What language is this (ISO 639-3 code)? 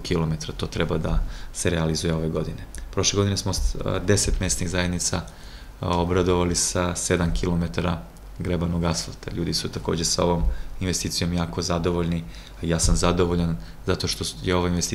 srp